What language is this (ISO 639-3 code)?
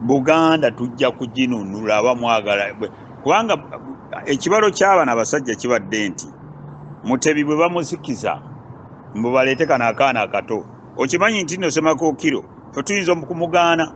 lug